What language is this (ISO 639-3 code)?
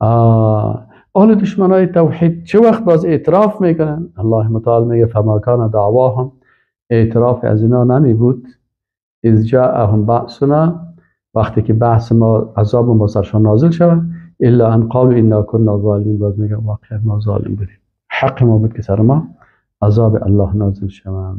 fas